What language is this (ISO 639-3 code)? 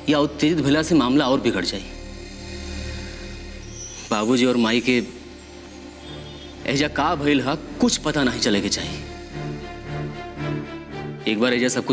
bho